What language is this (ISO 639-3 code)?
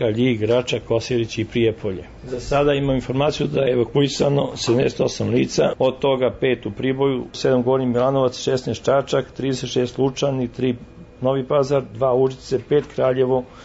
srp